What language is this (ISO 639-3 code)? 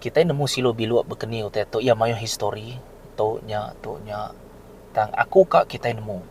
iba